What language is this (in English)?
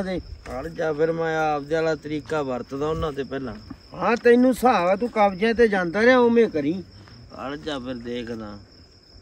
Punjabi